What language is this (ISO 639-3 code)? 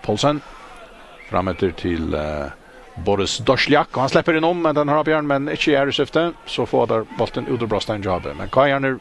fao